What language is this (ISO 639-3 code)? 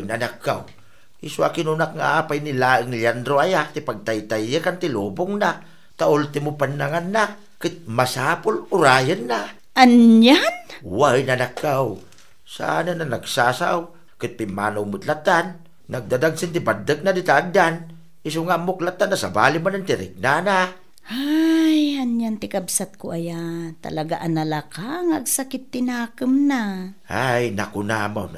ilo